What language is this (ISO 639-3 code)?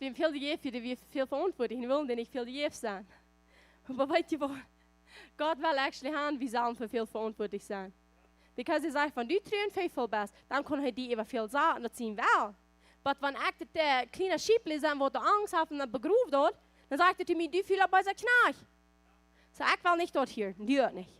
pdt